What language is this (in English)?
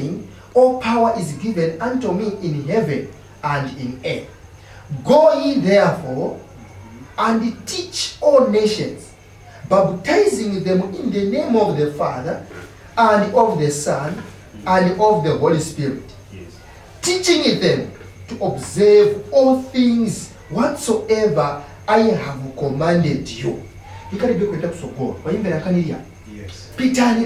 Nyanja